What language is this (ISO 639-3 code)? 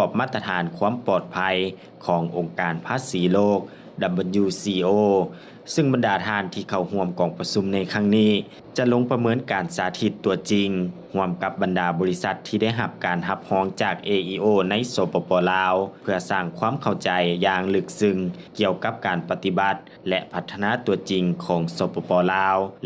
lao